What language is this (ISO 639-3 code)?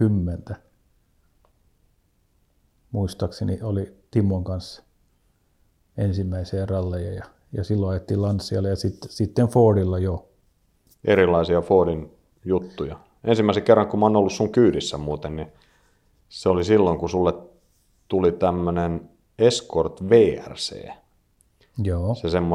fin